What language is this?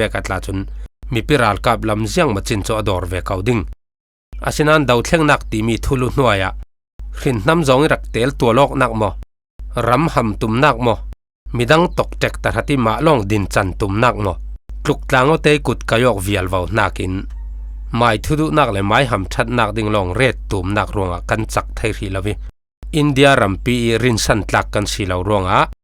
Falam Chin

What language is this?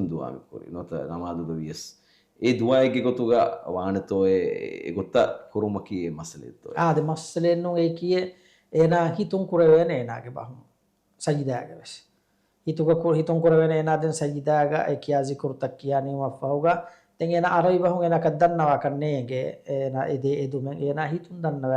Divehi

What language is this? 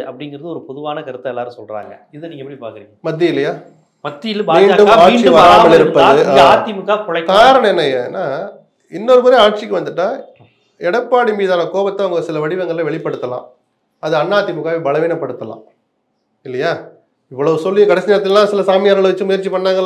Tamil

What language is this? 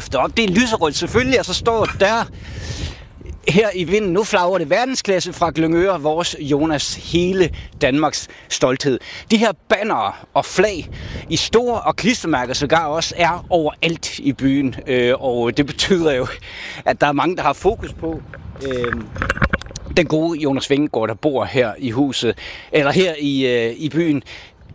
Danish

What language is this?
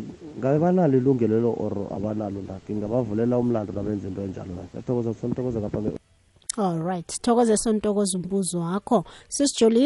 South Ndebele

